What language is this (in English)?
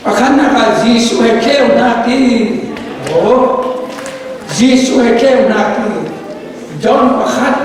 Falam Chin